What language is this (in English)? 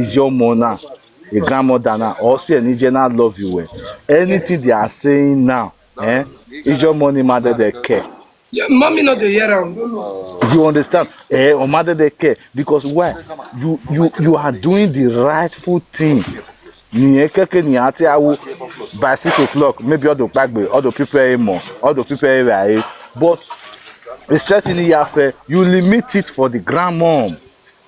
Nigerian Pidgin